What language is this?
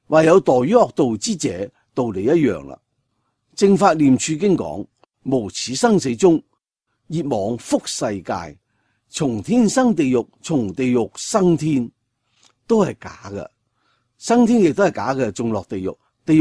Cantonese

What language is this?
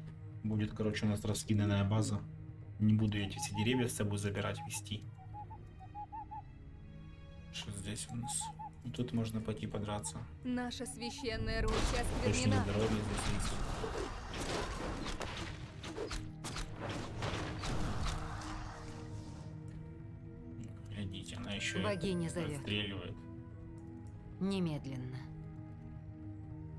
Russian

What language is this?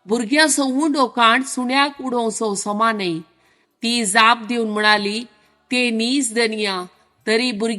Konkani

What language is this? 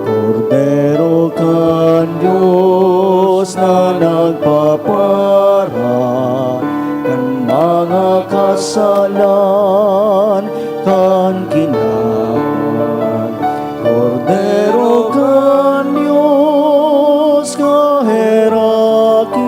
Bikol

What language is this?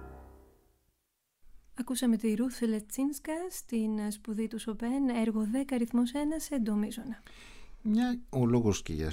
Greek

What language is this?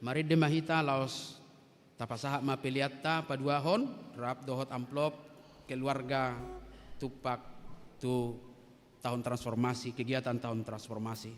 Batak Toba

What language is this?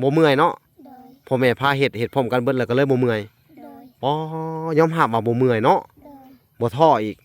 Lao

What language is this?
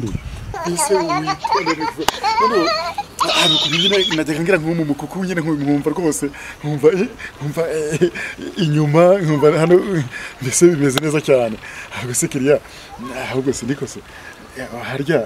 Kinyarwanda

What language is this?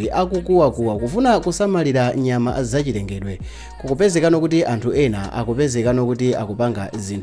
Nyanja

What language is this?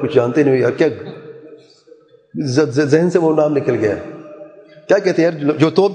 Urdu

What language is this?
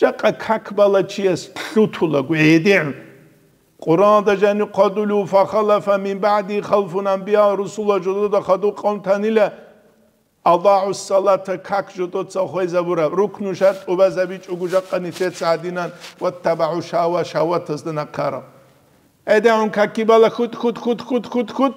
Avaric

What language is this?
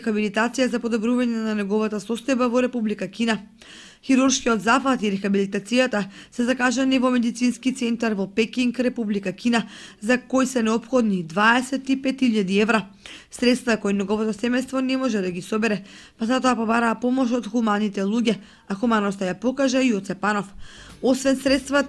Macedonian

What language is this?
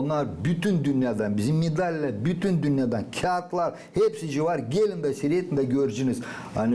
Gagauz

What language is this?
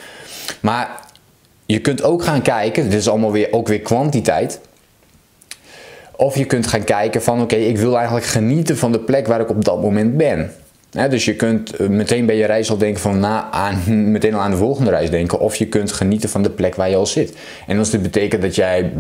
Dutch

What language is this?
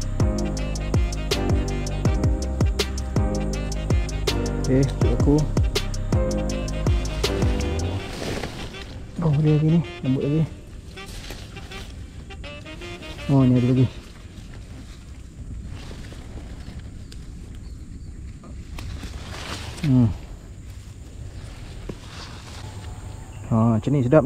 Malay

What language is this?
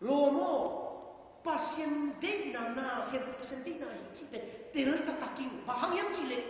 Tedim Chin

